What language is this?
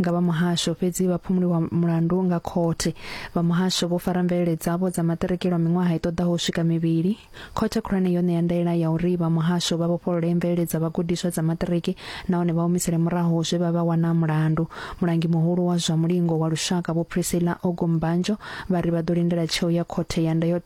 Venda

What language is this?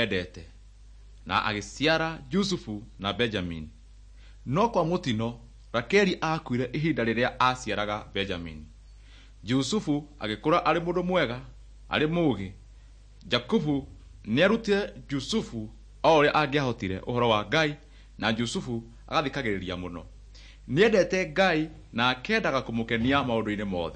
Kikuyu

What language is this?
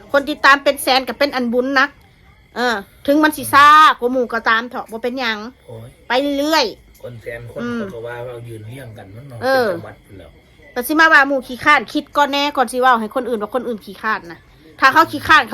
Northeastern Thai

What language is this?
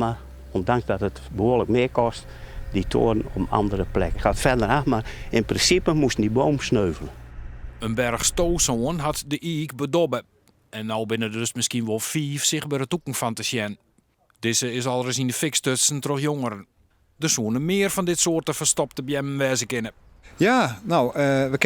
Western Frisian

